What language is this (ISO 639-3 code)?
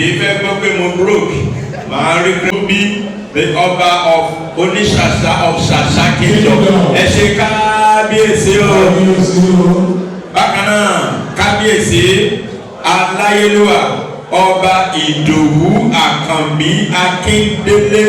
yor